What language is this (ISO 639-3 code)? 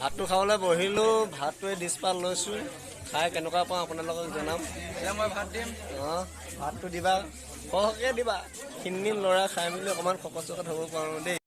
asm